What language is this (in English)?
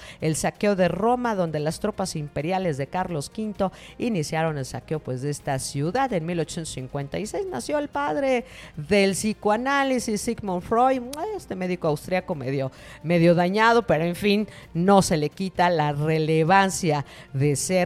Spanish